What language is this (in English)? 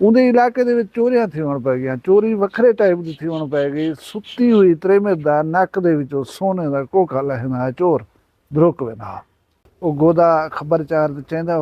Saraiki